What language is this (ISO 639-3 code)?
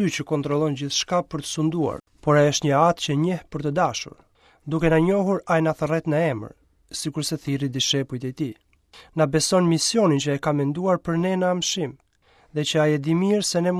sqi